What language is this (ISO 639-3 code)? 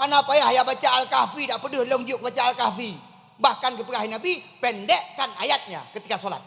ace